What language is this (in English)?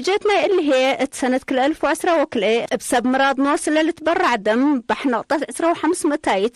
Tigre